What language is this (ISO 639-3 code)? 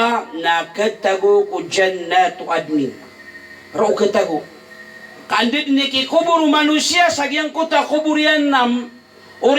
mrw